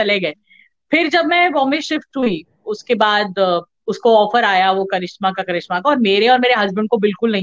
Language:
Hindi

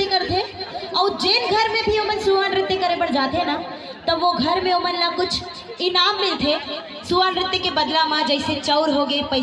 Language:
Chhattisgarhi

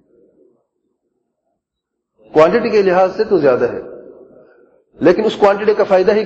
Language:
Urdu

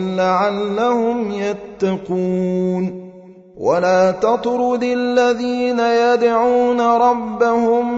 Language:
Arabic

